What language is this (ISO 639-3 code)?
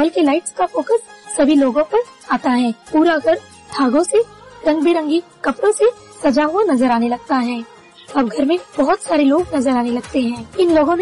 hin